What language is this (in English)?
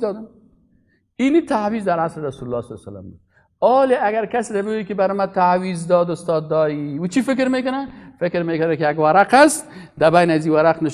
Persian